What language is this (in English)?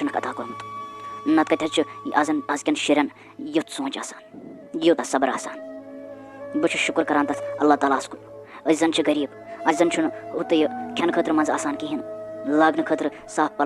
Kashmiri